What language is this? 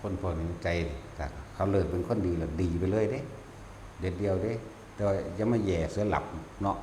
Northeastern Thai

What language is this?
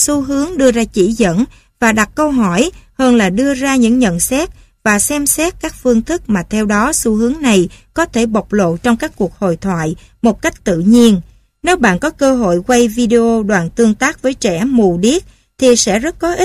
Vietnamese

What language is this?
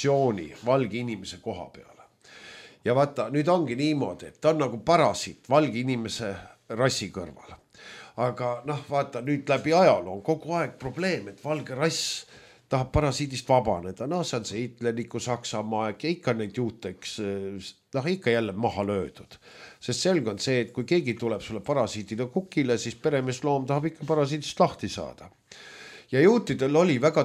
Estonian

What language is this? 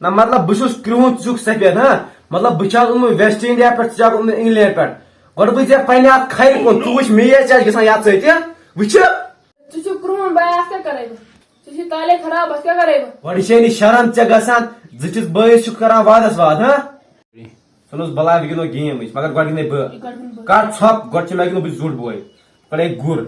Kashmiri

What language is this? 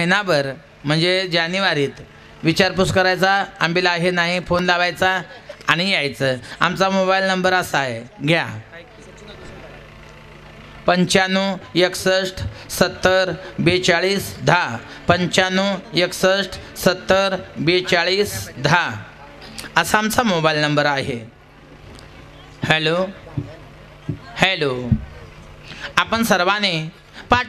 Marathi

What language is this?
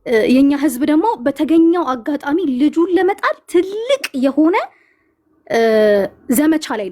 Amharic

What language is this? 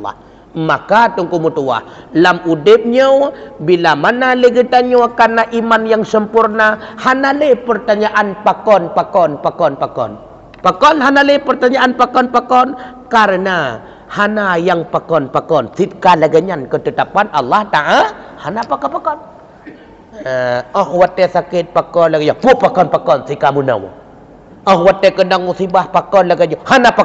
Achinese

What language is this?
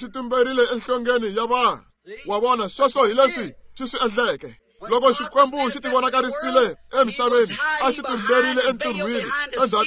Tsonga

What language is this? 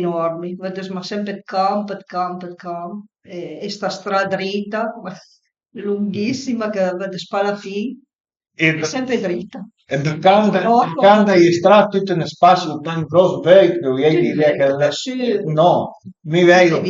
Piedmontese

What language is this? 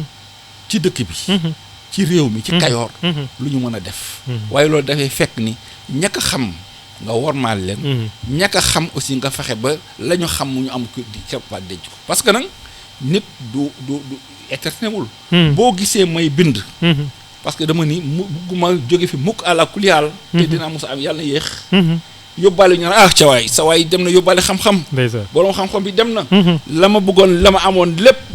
Wolof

